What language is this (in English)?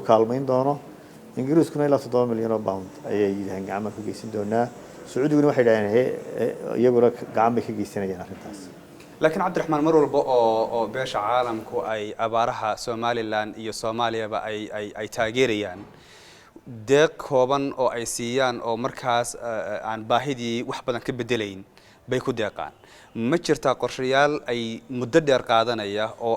Somali